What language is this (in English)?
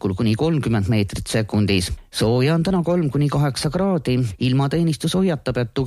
Estonian